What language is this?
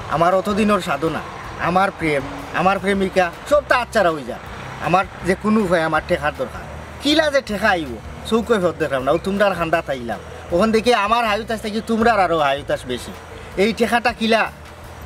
Sylheti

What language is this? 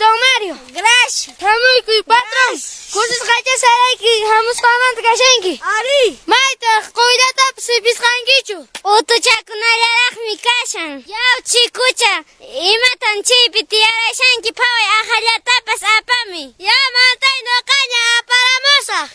Quechua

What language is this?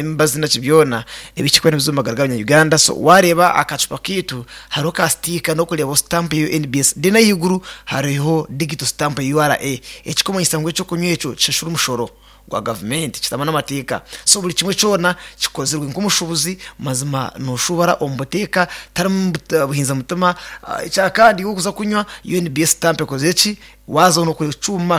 Nyankole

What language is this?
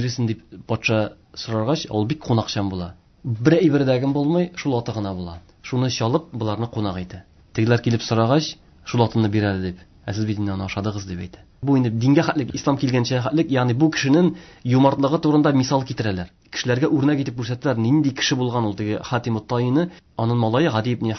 Tatar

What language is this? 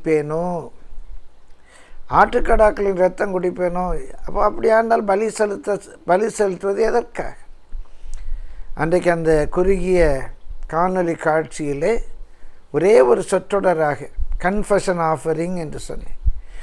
Tamil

